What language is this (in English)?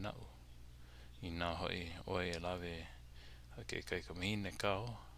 Hawaiian